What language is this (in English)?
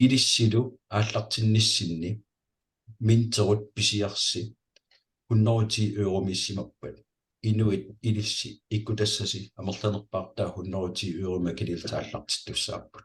Kalaallisut